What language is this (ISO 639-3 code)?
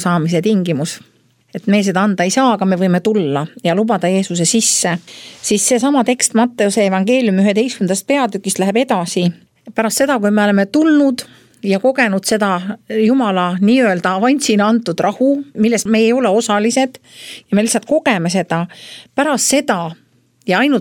est